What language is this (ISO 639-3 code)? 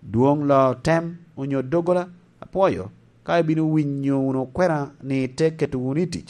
laj